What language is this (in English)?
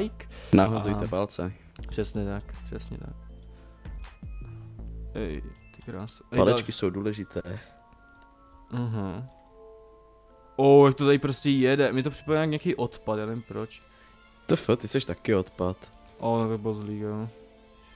Czech